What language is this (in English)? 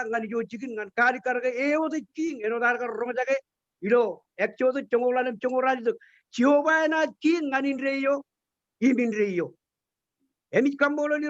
Marshallese